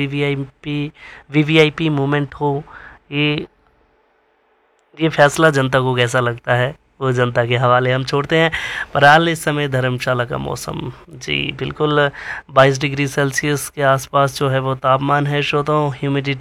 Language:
Hindi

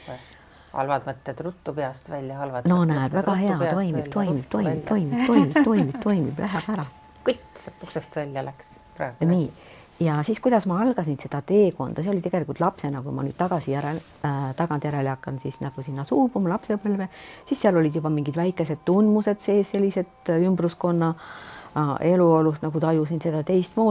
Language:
Estonian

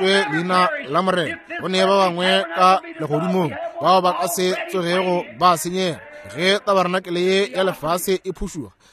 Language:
Northern Sotho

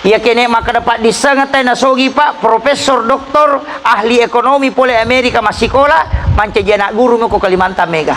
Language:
Buginese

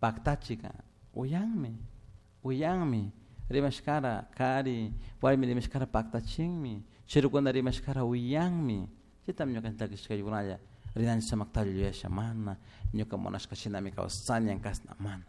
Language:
Chimborazo Highland Quichua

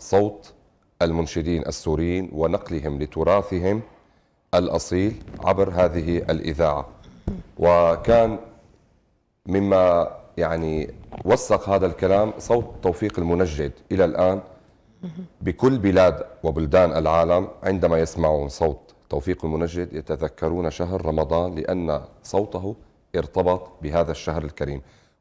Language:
North Levantine Arabic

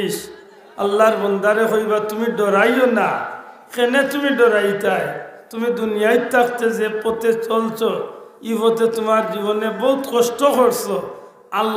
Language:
Sylheti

